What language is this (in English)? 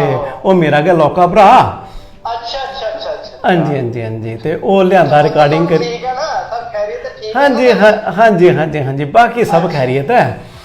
Dogri